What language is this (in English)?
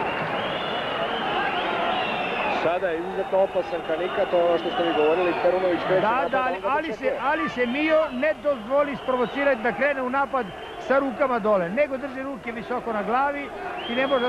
Serbian